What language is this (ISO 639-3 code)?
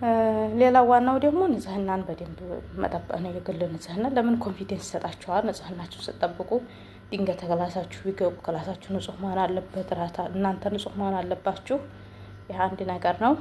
amh